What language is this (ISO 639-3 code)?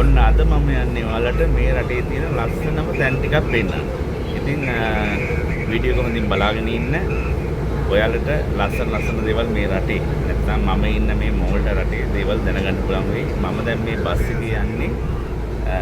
sin